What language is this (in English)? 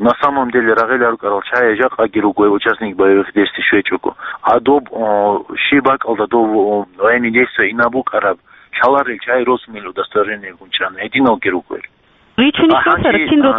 Avaric